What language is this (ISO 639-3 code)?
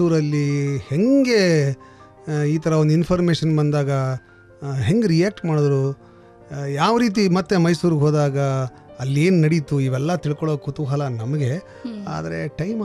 kan